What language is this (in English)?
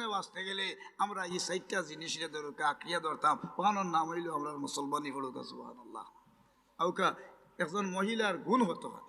Sylheti